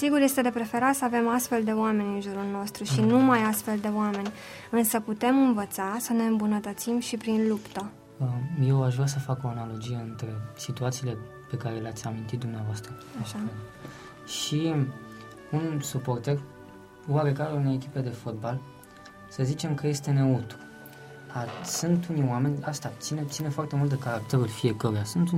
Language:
Romanian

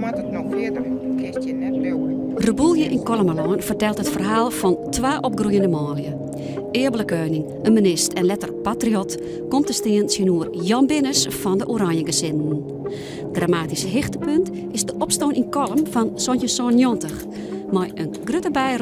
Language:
Western Frisian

